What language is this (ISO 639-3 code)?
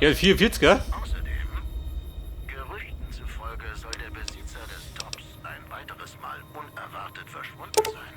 bar